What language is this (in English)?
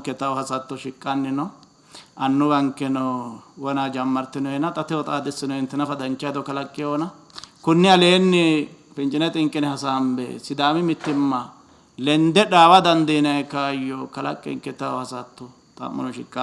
Sidamo